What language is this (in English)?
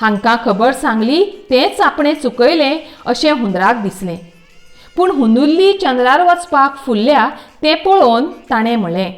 Konkani